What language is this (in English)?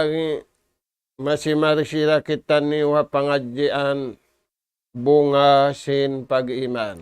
Tausug